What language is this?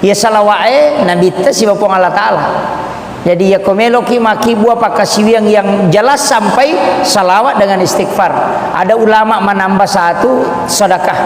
Buginese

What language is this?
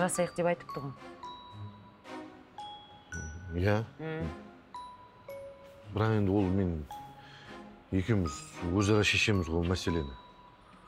Kazakh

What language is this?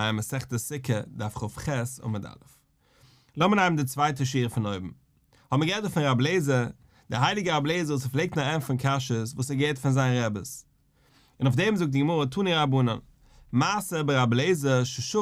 Yiddish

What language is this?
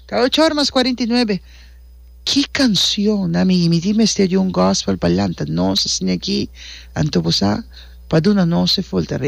Papiamento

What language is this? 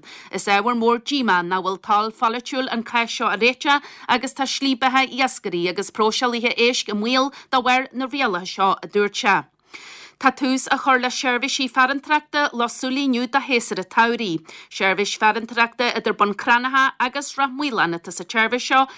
Irish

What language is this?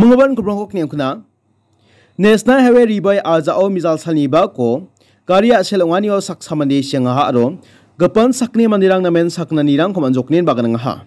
Garo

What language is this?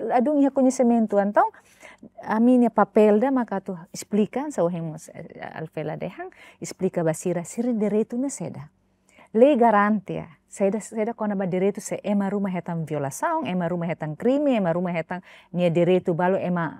Tetum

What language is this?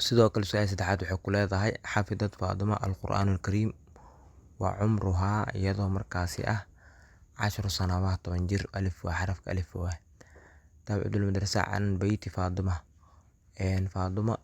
Somali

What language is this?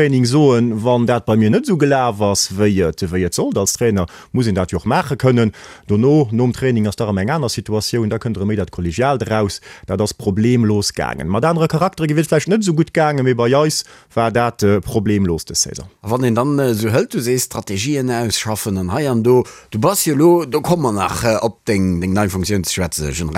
Luxembourgish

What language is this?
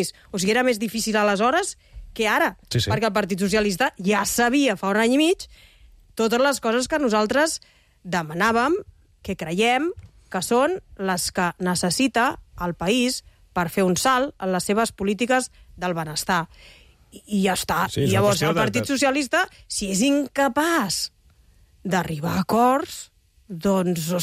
Catalan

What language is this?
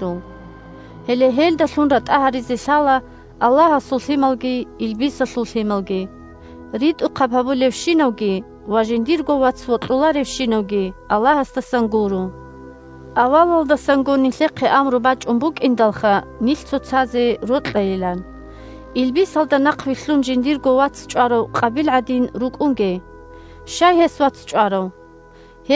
Avaric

